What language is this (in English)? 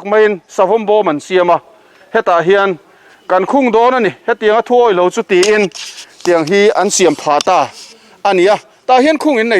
Mizo